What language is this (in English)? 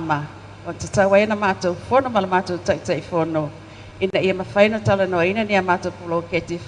Samoan